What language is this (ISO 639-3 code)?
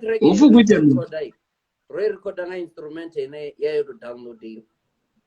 ven